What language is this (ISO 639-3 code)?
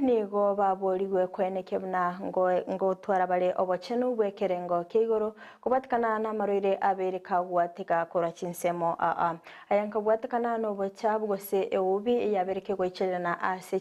guz